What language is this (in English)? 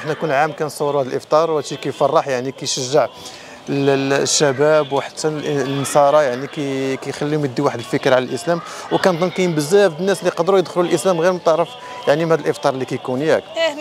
Moroccan Arabic